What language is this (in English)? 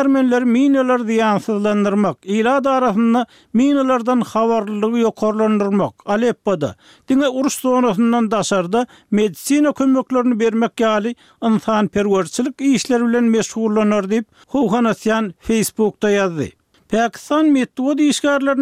Turkmen